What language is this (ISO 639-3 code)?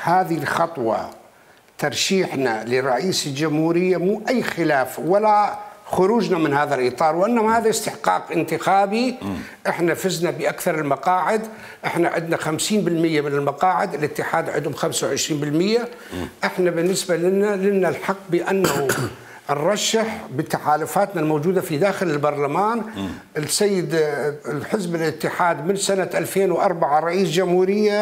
acm